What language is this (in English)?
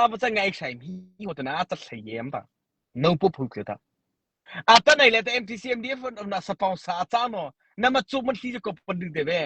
Mara Chin